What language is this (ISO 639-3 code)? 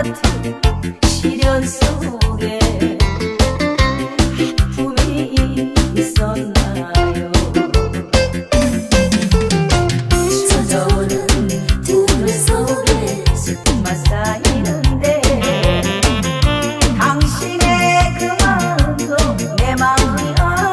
kor